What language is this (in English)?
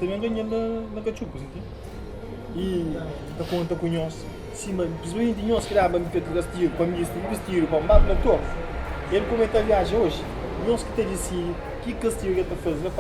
Kabuverdianu